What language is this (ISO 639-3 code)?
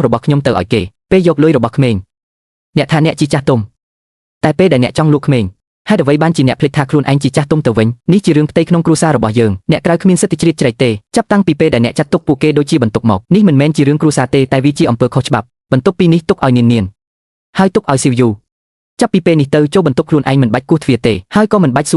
khm